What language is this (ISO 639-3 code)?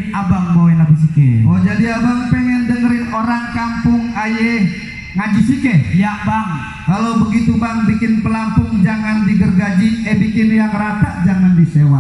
bew